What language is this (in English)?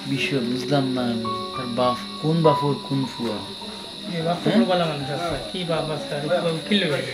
Sylheti